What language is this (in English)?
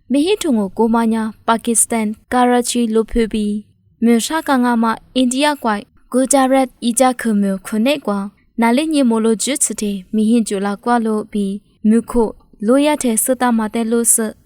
Lisu